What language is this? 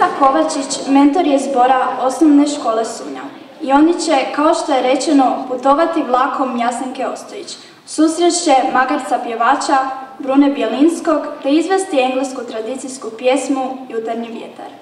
Croatian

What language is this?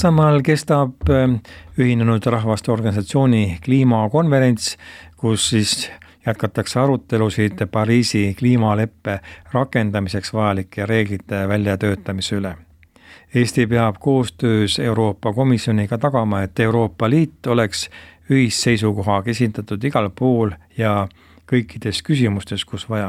Estonian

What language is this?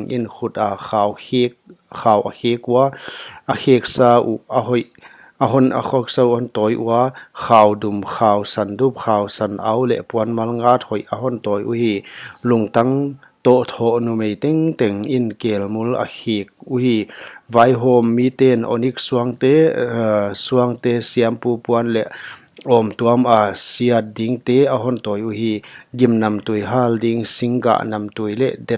Paite Chin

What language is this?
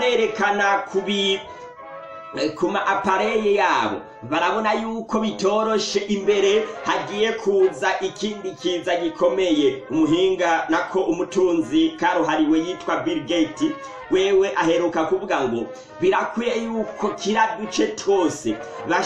Rundi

